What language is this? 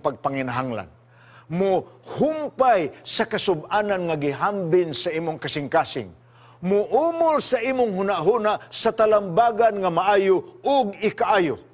Cebuano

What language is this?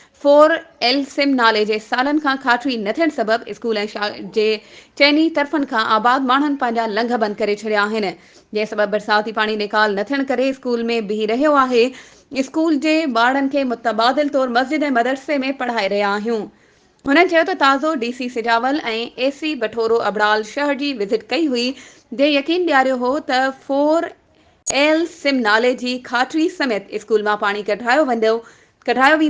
Sindhi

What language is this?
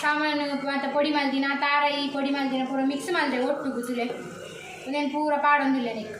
Tulu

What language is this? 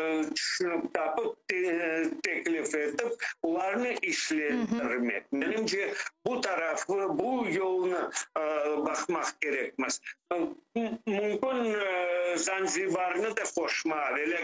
Crimean Tatar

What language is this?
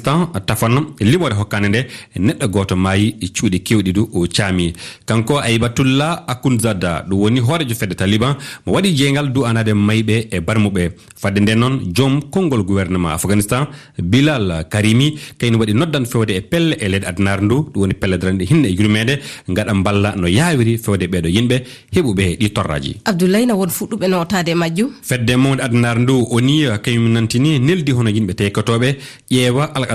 Fula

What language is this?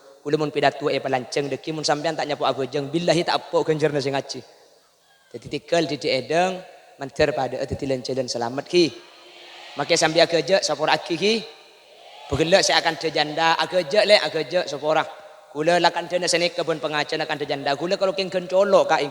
Madurese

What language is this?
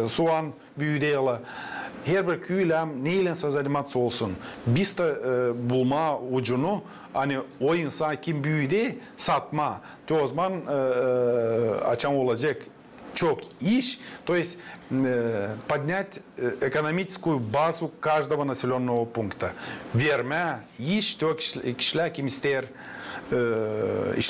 Gagauz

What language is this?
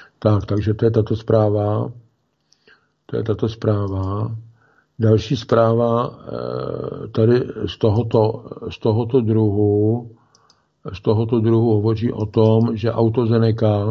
Czech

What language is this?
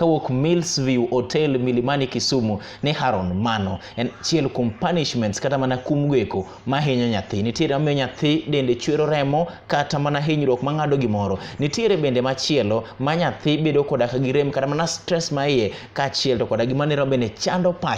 Luo (Kenya and Tanzania)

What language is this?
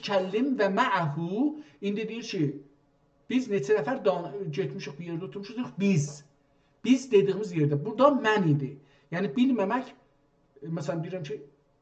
South Azerbaijani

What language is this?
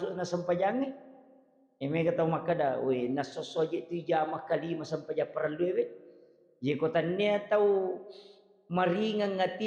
Buginese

